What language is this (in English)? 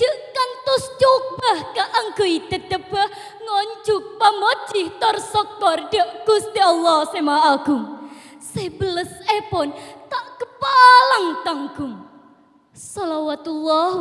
Madurese